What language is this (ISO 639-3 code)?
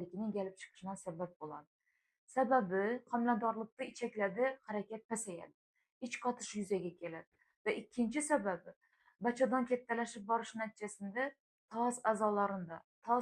uzb